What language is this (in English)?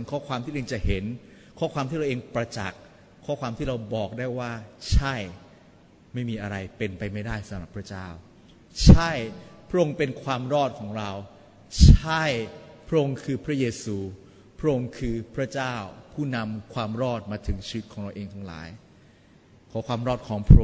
Thai